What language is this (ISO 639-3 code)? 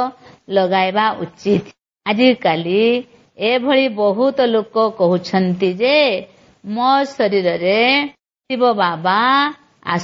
ori